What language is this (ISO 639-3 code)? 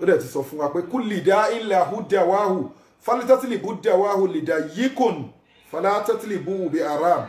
yor